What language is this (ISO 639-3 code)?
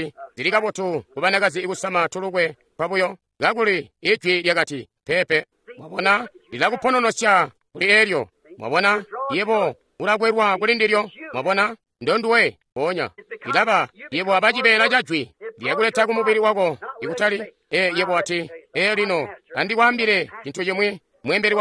toi